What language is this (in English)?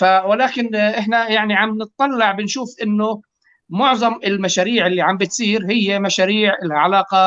North Levantine Arabic